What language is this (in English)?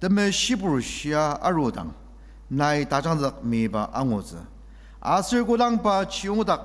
Ao Naga